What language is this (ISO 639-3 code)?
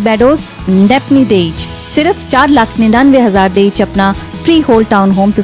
pan